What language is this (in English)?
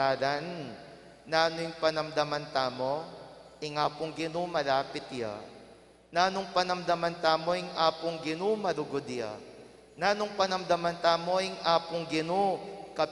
Pampanga